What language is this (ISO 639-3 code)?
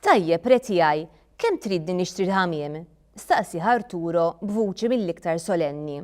mlt